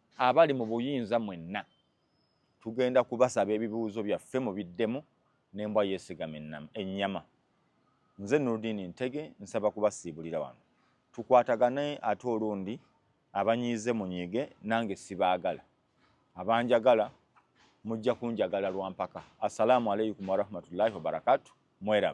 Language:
Ganda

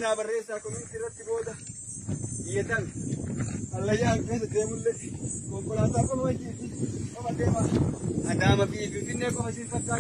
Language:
Oromo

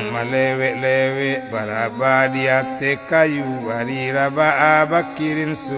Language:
Minangkabau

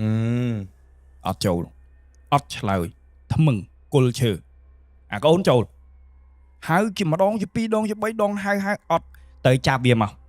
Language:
Khmer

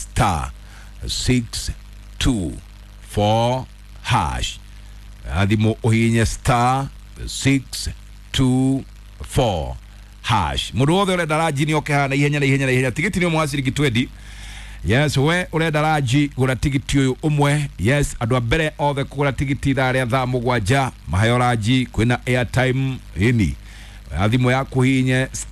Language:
Kikuyu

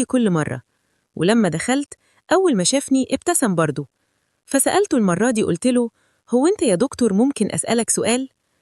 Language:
Egyptian Arabic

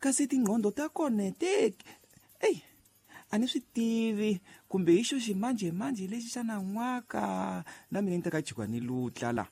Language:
Tsonga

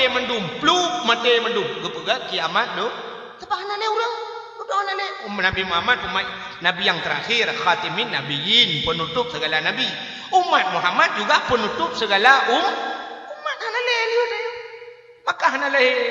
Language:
Achinese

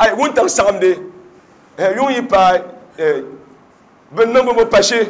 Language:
Dagbani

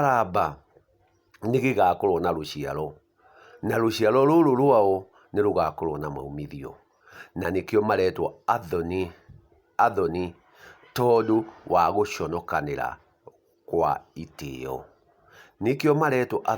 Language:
Kikuyu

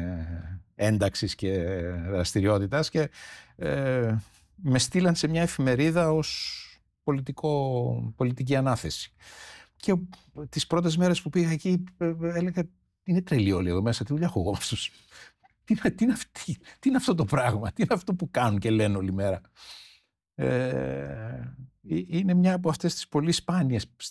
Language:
Greek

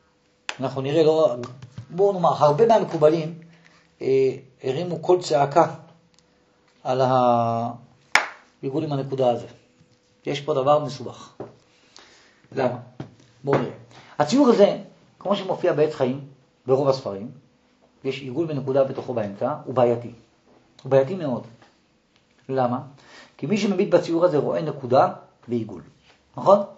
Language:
Hebrew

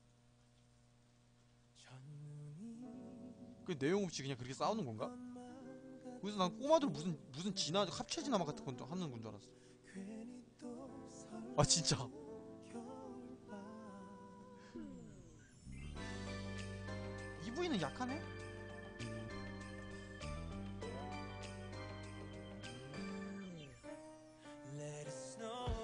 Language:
Korean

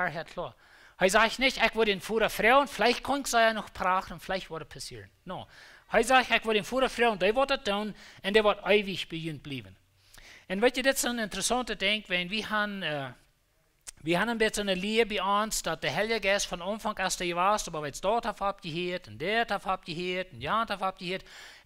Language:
Plautdietsch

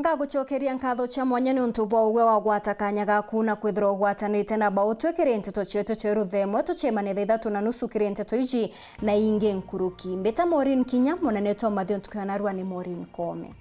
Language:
Meru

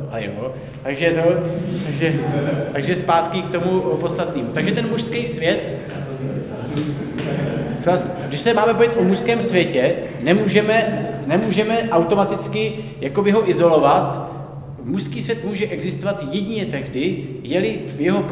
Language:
Czech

